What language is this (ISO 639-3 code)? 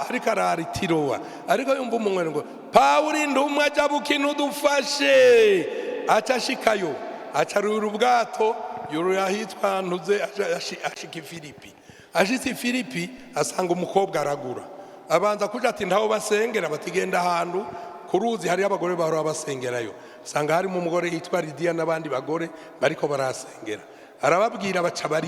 run